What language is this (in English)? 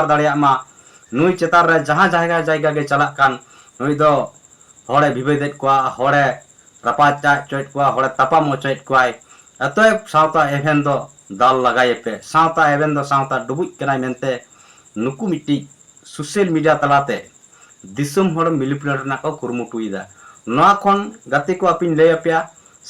Santali